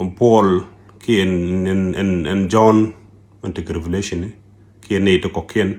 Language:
Nuer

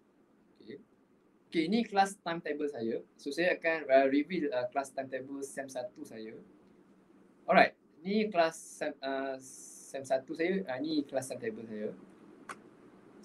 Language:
Malay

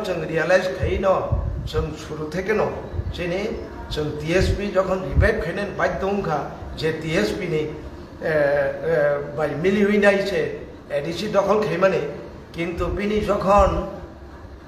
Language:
Kok Borok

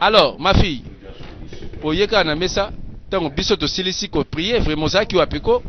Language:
Lingala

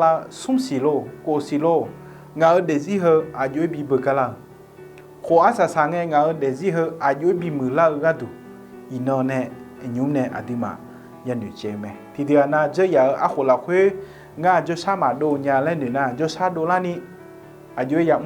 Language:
Akha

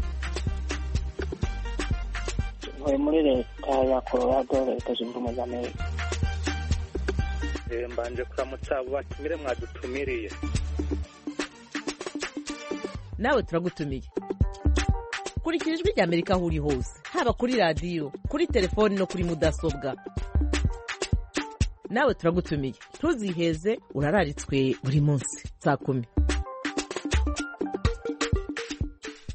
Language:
Kinyarwanda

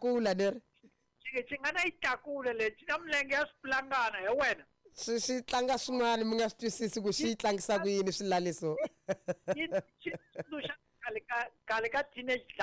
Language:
Tsonga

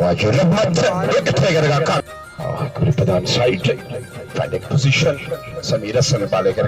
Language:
Baluchi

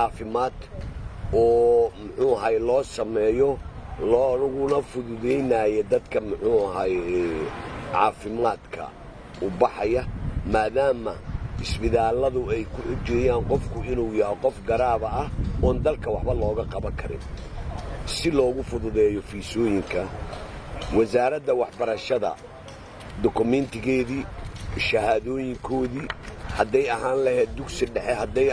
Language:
Somali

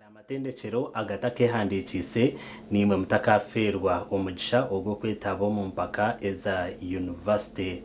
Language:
Nyankole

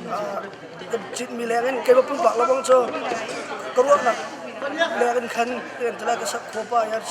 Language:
Hakha Chin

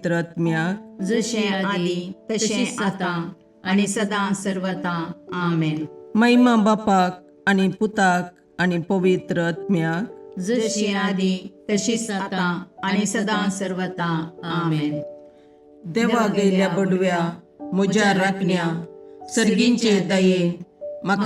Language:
Konkani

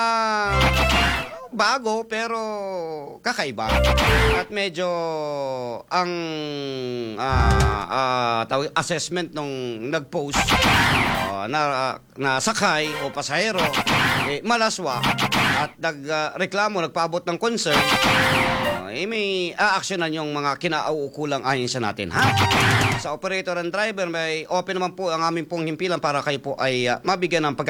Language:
Filipino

